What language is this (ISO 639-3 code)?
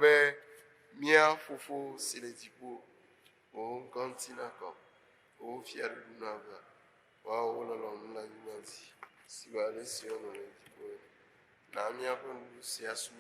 ewe